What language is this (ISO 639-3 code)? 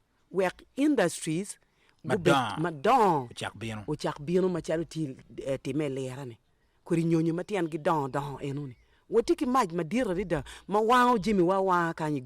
ach